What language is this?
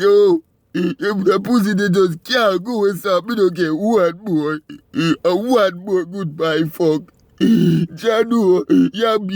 Jamaican Creole English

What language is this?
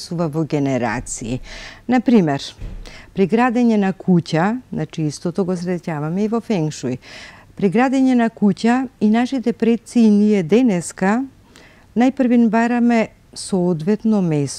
Macedonian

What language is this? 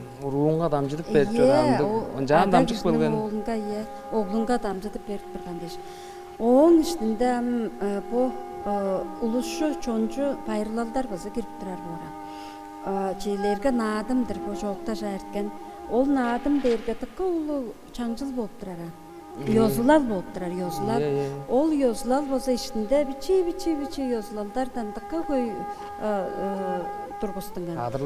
Tuvinian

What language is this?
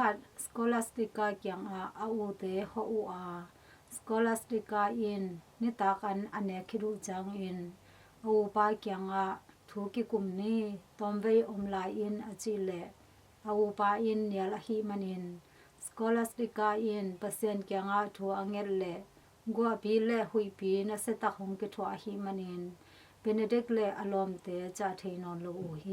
Tedim Chin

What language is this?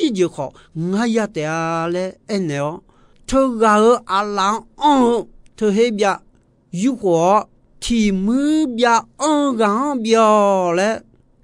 Akha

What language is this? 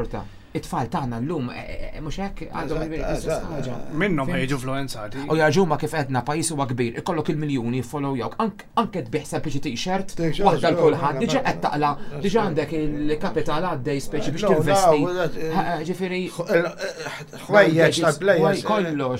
Maltese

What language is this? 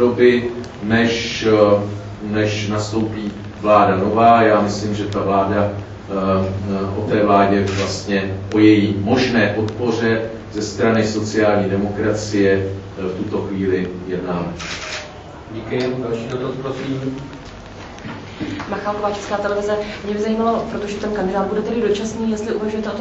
Czech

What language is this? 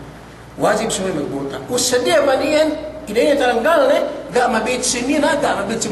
Yakan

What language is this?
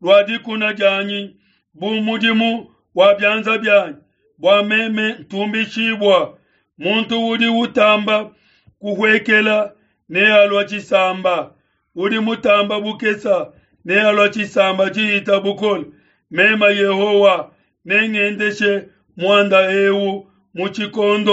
Luba-Lulua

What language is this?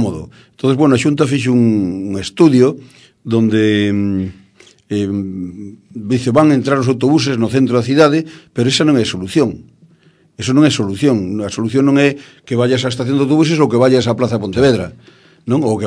Galician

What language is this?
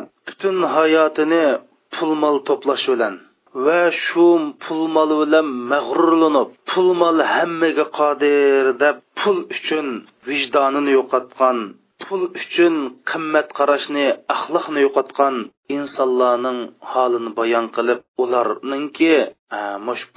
Uyghur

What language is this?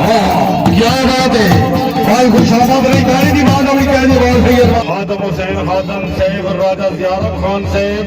Pahari-Potwari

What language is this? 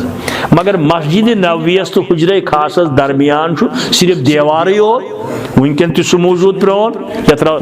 Kashmiri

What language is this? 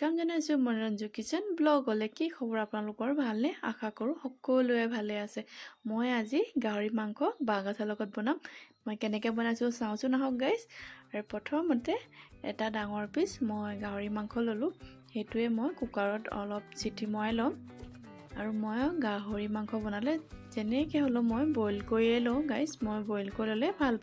Assamese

